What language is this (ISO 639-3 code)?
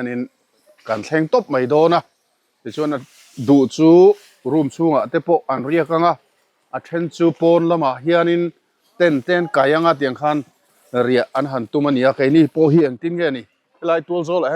lus